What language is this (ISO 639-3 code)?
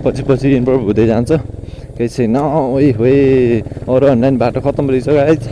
nep